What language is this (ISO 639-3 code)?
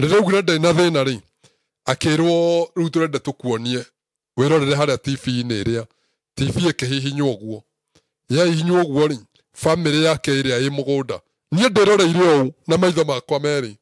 kik